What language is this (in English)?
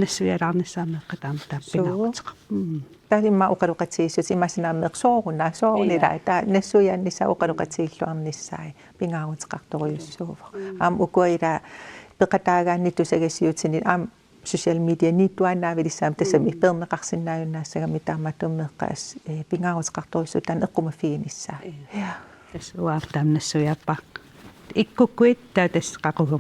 Kalaallisut